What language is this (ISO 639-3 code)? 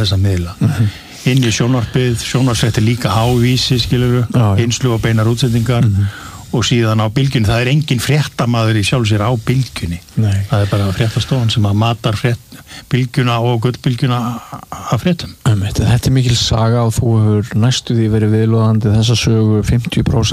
isl